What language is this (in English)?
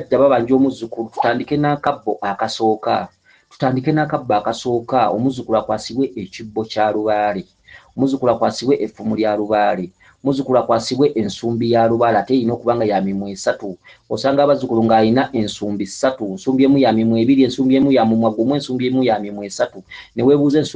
Ganda